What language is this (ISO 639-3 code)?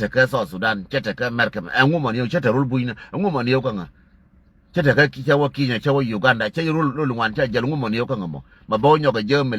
nus